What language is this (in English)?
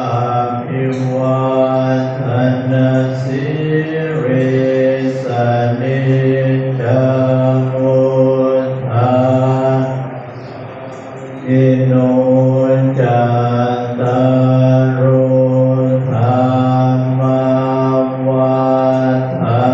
Pali